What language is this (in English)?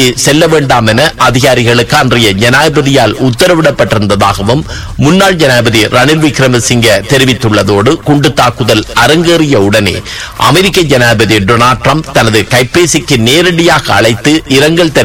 Tamil